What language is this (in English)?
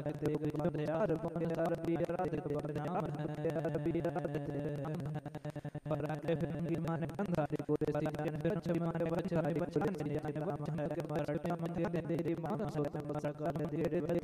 Hindi